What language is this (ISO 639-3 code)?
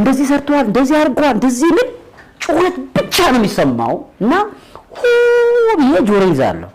amh